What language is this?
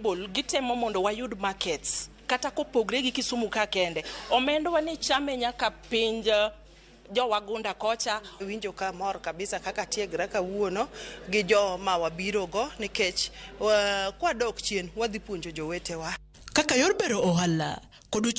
Luo (Kenya and Tanzania)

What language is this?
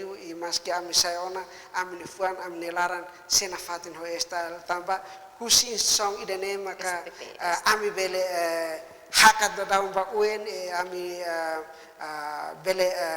Tetum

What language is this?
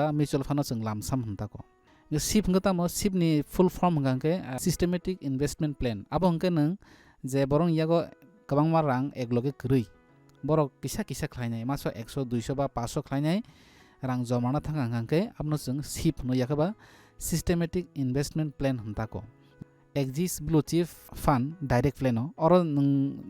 Kok Borok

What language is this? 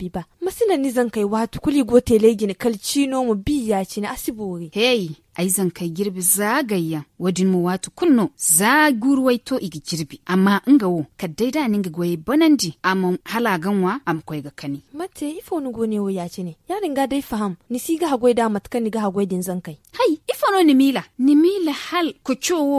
Zarma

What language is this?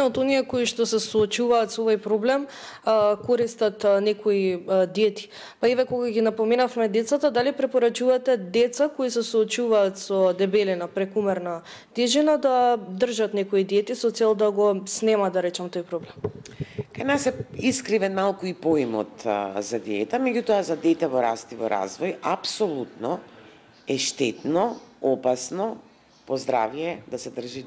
Macedonian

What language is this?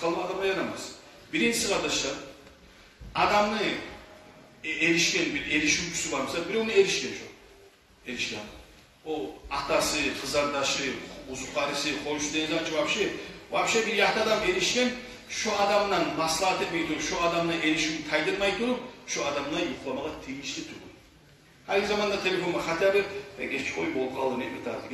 Kumyk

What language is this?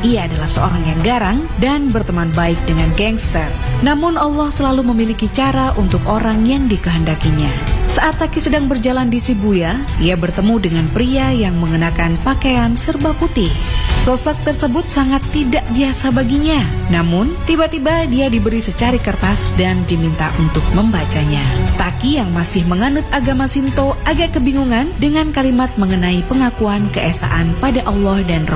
Indonesian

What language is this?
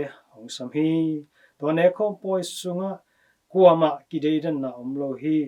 Tedim Chin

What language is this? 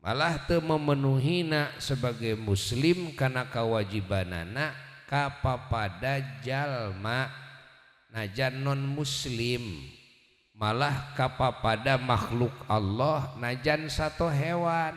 Sundanese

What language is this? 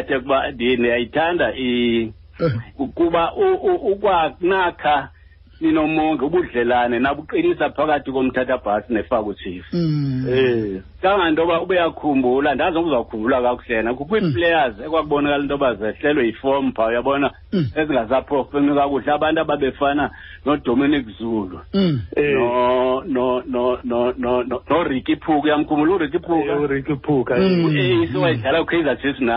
Xhosa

